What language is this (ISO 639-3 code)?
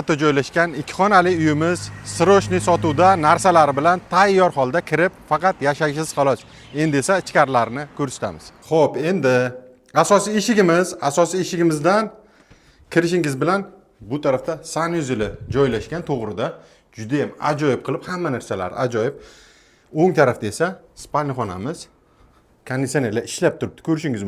uzb